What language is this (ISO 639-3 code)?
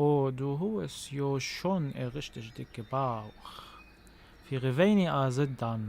apc